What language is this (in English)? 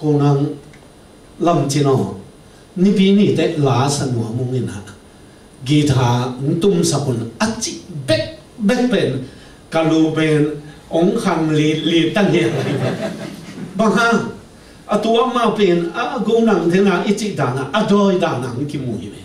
Tedim Chin